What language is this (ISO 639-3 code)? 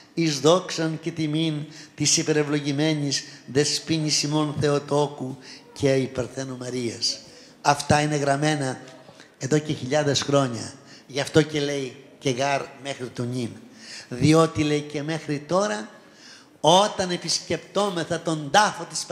ell